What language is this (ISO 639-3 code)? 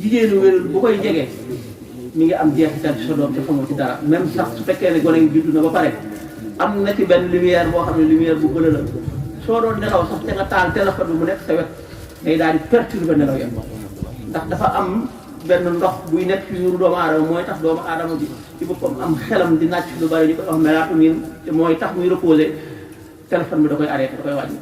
wol